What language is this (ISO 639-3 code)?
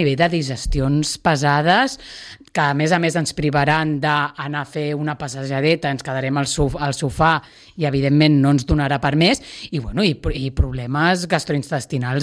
cat